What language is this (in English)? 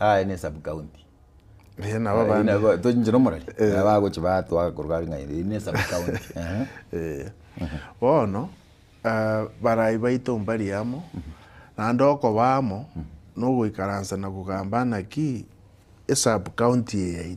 Gusii